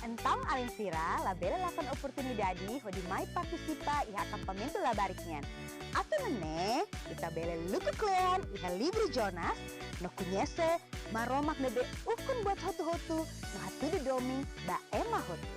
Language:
Tetum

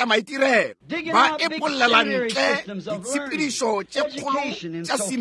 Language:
Northern Sotho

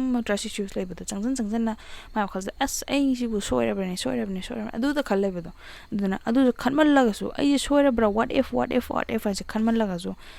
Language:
Manipuri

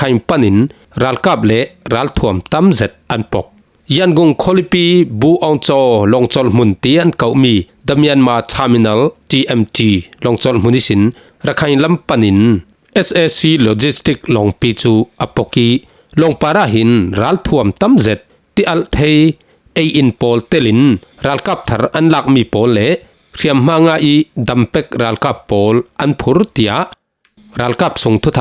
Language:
Falam Chin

